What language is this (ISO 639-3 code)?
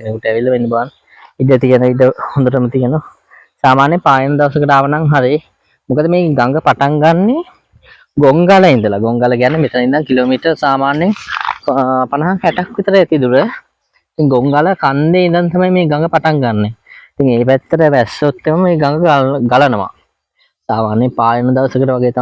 sin